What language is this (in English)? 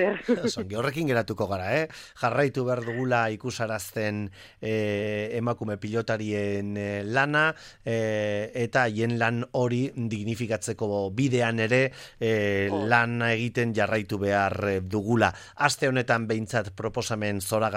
Basque